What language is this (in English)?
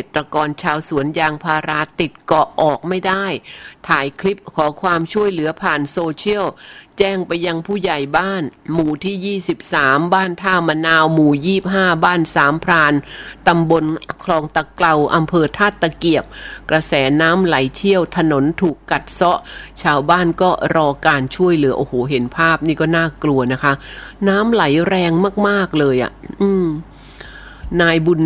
Thai